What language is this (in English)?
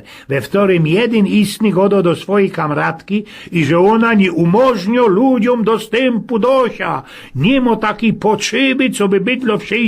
Silesian